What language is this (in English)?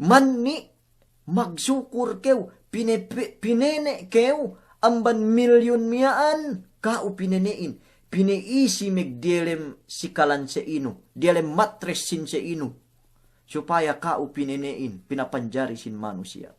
Yakan